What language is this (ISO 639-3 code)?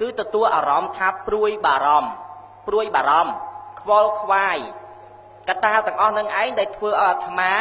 khm